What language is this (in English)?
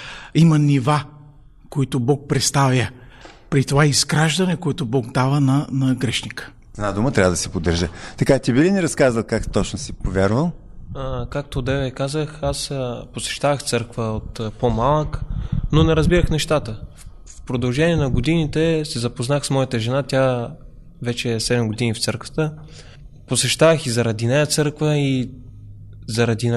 Bulgarian